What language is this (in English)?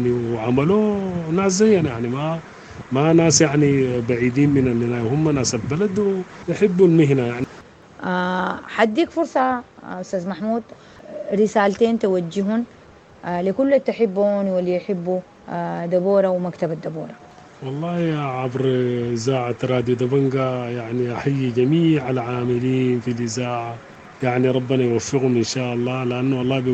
Sudanese Arabic